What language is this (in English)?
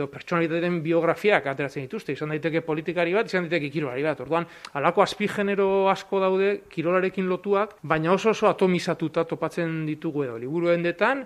Basque